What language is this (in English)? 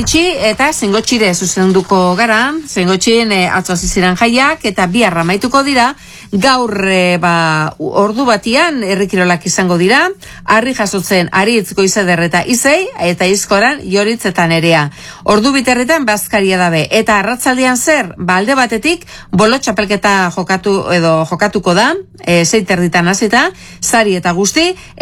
Basque